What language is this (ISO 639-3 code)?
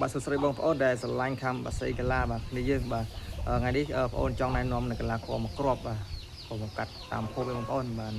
khm